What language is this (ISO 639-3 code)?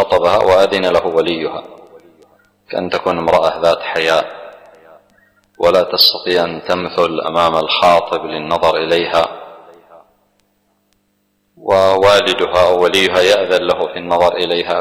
ara